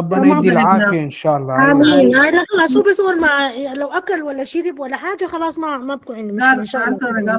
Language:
Sudanese Arabic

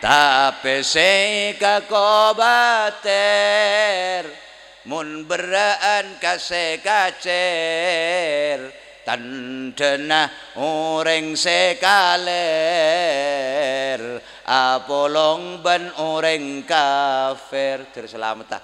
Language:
Madurese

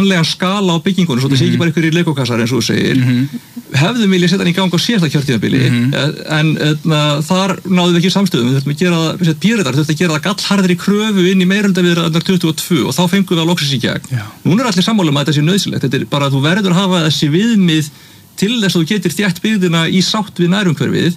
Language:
Icelandic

